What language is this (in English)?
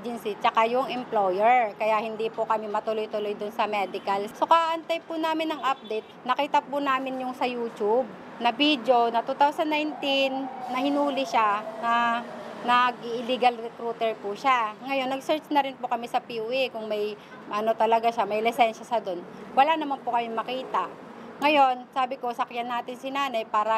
Filipino